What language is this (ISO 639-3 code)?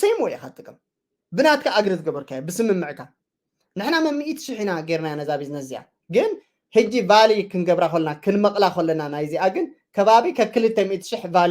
tir